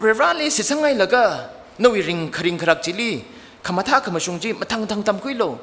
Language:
Tangkhul Naga (India)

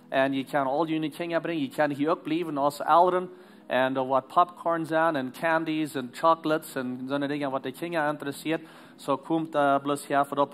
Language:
Plautdietsch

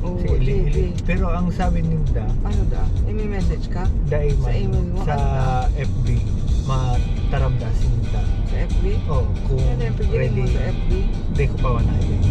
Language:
Bikol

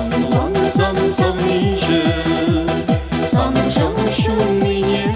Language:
Chuvash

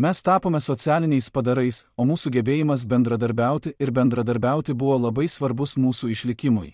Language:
Lithuanian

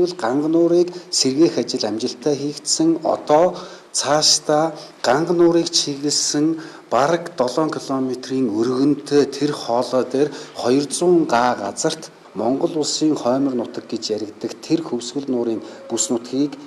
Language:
Mongolian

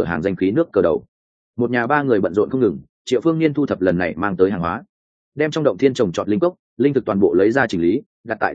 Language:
Vietnamese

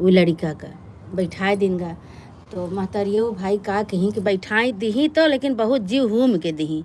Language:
Awadhi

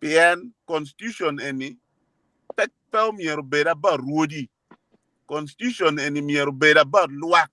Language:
Acoli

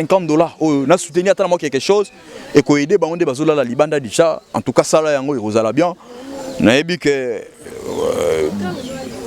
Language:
Lingala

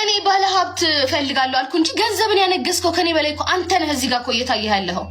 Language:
Amharic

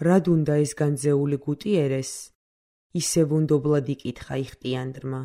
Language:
Georgian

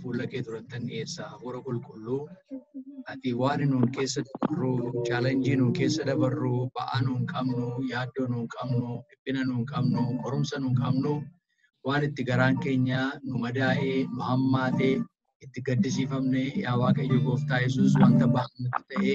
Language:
Oromo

